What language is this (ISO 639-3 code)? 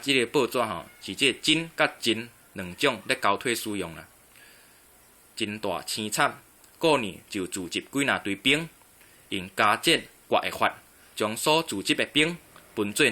nan